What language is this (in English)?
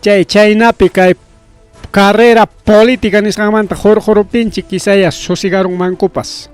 Ayacucho Quechua